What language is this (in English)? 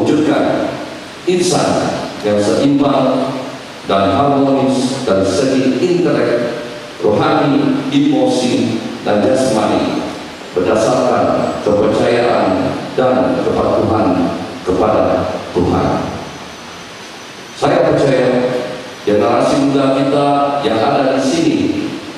Malay